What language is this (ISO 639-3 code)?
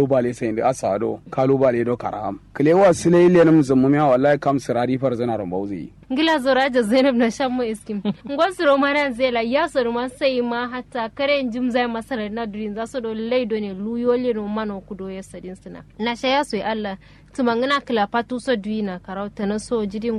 kau